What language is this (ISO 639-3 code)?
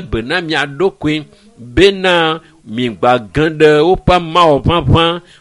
ewe